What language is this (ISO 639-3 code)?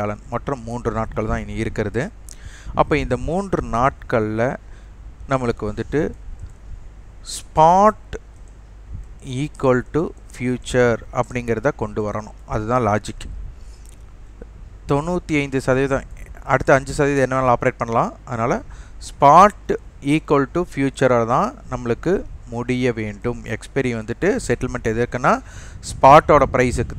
tam